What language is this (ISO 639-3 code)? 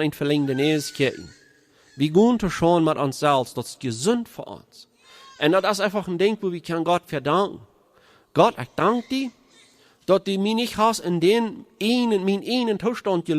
pdt